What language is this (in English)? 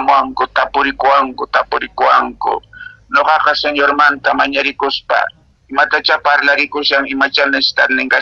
Quechua